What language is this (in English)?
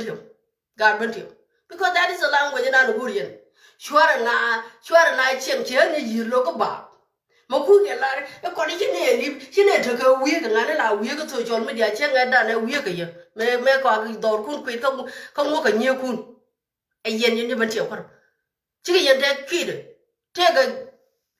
Nuer